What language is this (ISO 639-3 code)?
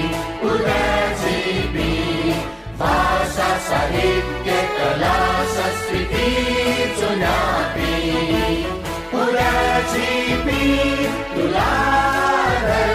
new